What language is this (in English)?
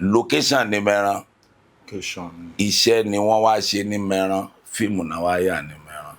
Yoruba